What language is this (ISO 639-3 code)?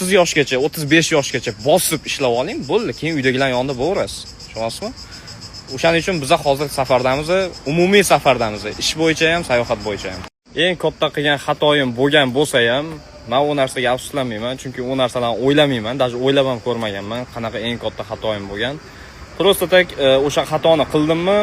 uzb